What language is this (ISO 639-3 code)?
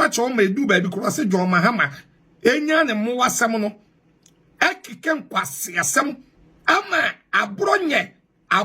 aka